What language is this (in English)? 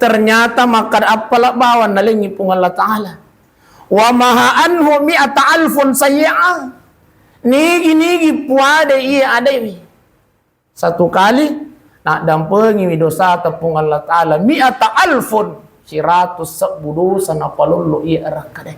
Buginese